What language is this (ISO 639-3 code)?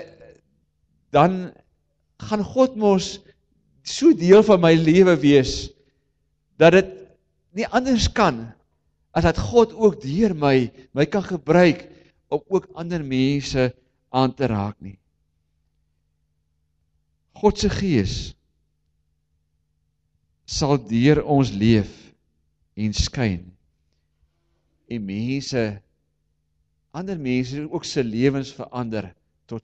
afr